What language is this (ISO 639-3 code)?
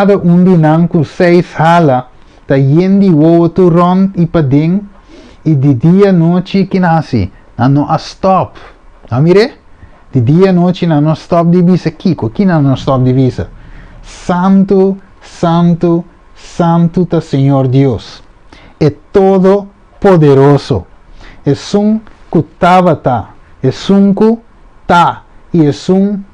pap